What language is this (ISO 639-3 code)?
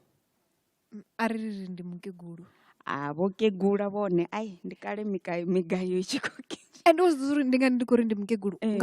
ven